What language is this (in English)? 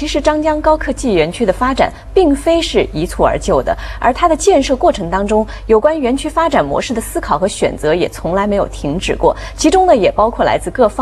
Chinese